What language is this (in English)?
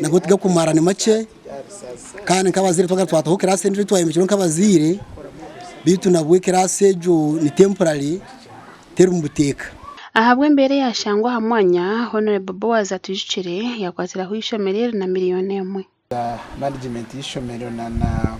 Nyankole